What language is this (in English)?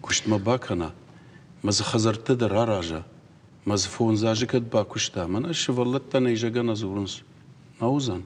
Ossetic